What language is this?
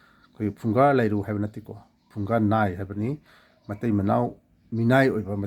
Manipuri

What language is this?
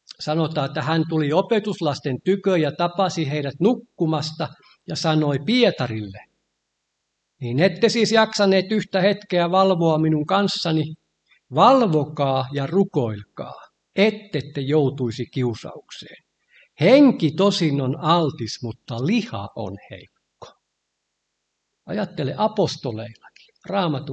Finnish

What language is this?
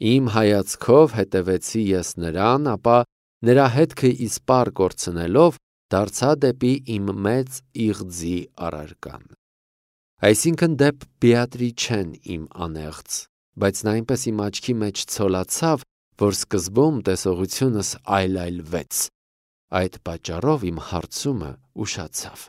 Armenian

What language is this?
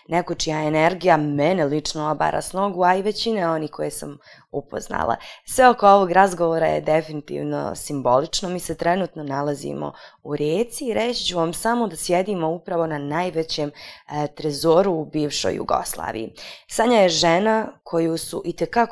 Bosnian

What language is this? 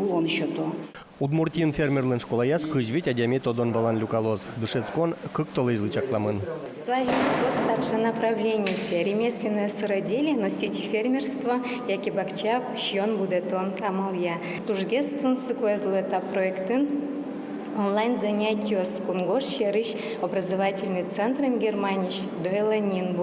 Udmurt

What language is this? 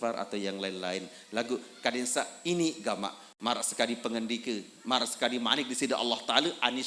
Sasak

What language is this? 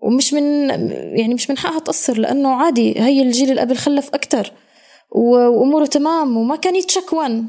North Levantine Arabic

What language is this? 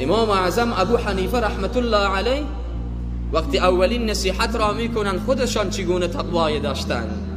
Persian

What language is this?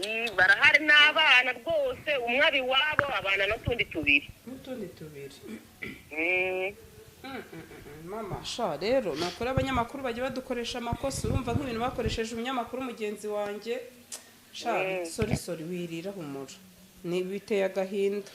Kinyarwanda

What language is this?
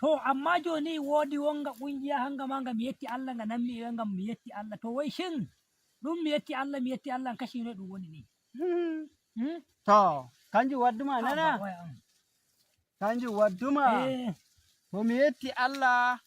Nigerian Fulfulde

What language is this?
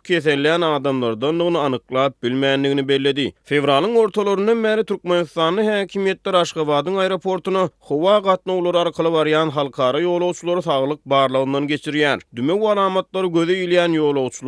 Turkmen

